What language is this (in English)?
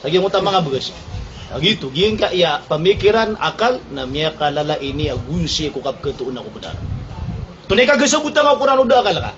Maranao